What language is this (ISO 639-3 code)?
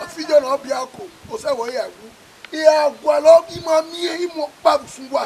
bin